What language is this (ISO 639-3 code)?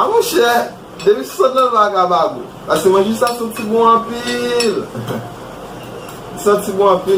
hat